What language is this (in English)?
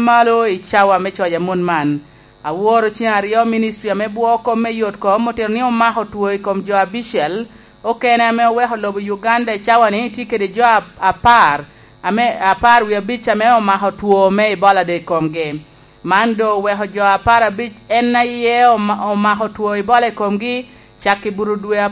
Lango (Uganda)